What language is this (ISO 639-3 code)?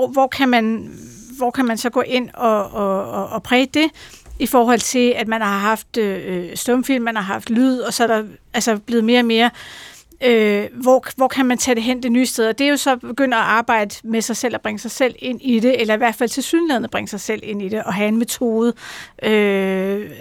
dan